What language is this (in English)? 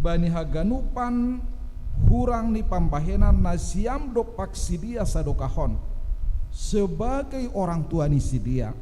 Batak Simalungun